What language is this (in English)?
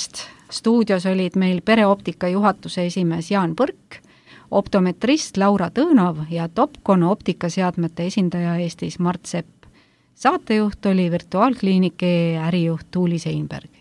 Estonian